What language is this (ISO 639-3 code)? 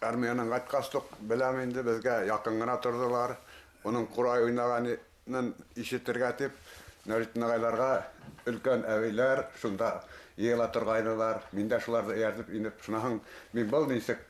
bak